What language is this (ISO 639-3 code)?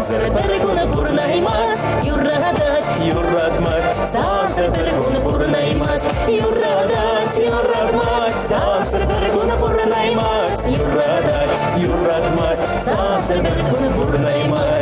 chv